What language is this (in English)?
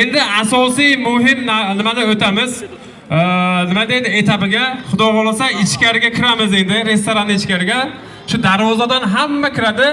Uzbek